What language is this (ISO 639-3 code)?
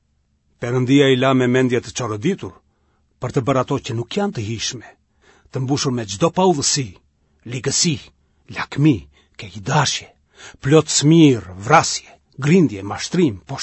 sqi